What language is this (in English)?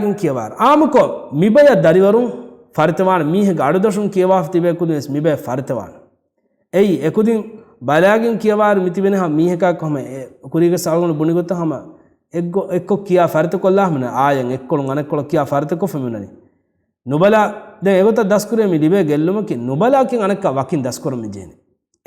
Divehi